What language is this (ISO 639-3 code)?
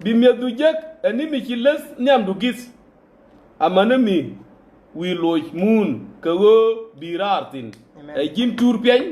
nus